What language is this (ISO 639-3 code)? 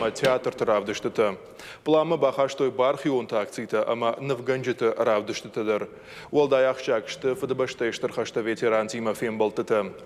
oss